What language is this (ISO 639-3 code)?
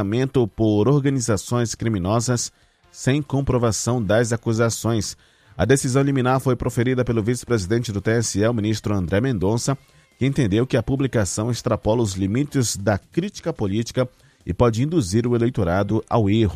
por